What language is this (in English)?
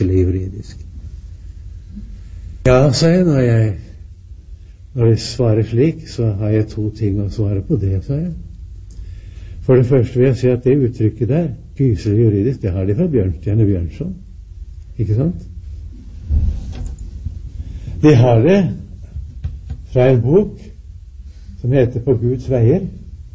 Norwegian